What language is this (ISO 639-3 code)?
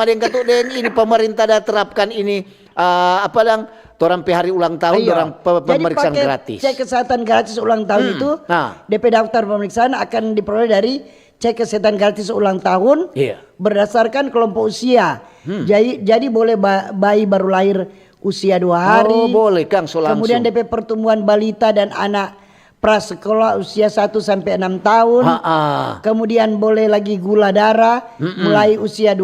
xmm